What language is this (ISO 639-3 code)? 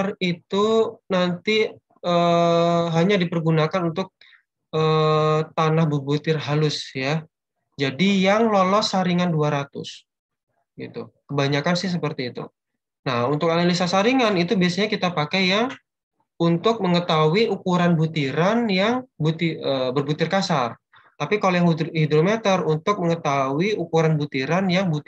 ind